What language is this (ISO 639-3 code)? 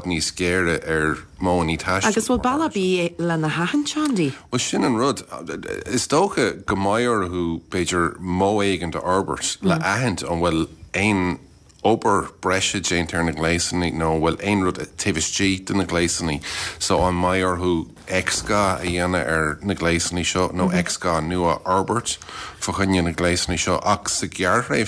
gle